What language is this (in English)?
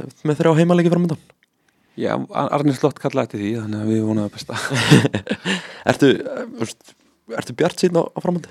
Icelandic